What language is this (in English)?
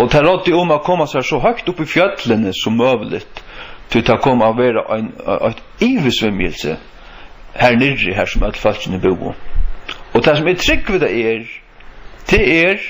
Faroese